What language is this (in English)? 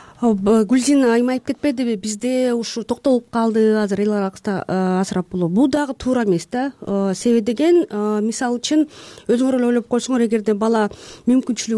Kyrgyz